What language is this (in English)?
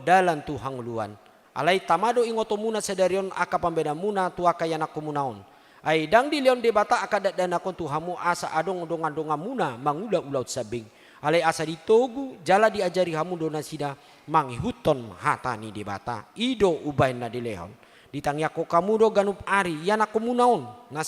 Batak Toba